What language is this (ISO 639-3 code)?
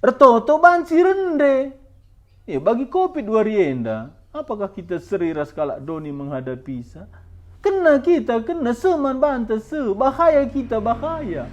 btx